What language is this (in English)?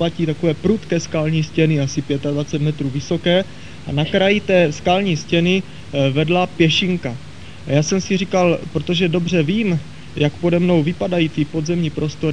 Czech